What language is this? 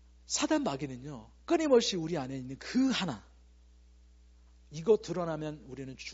Korean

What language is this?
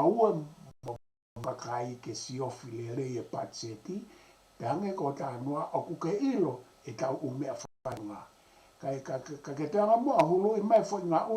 Tongan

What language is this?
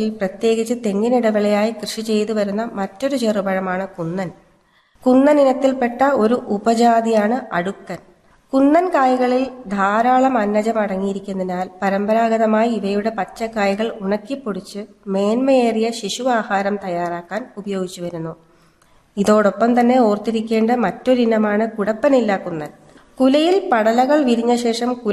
Malayalam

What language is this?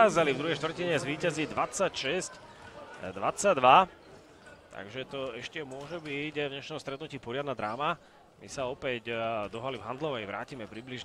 Slovak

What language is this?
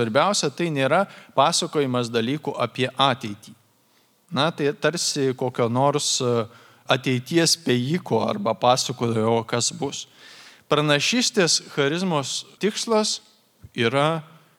Lithuanian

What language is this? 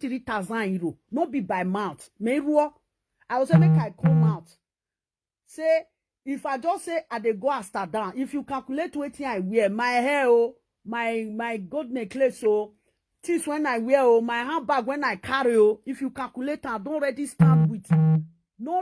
Nigerian Pidgin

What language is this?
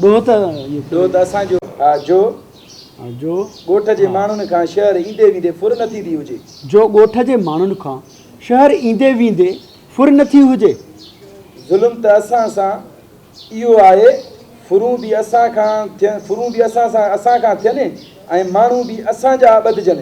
Sindhi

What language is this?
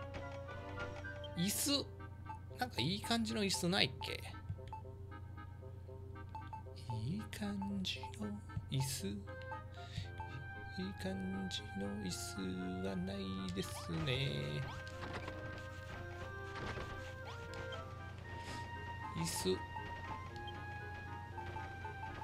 Japanese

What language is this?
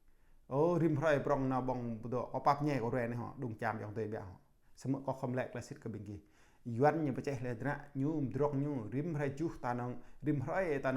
Jarai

